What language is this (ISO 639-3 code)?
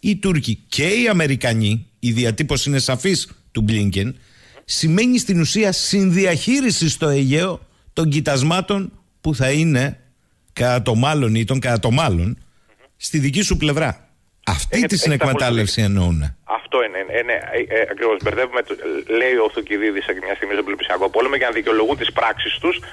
ell